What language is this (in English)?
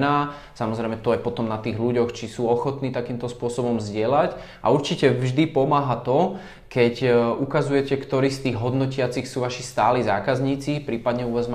Slovak